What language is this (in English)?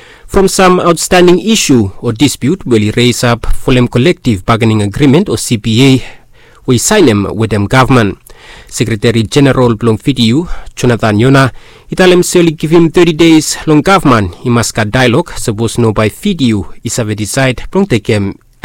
Bislama